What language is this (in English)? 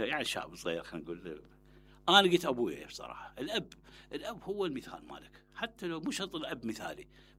Mesopotamian Arabic